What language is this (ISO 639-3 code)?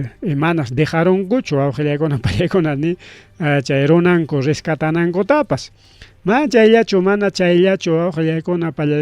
quy